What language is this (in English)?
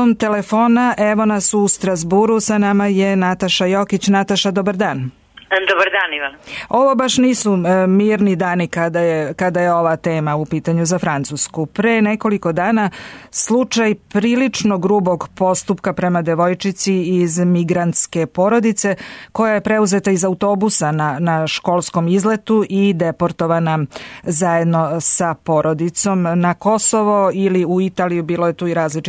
Serbian